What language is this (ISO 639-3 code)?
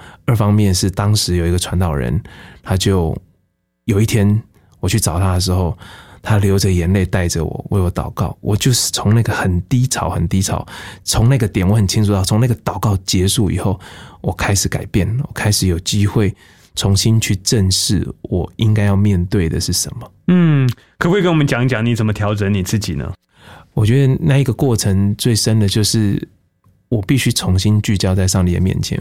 zho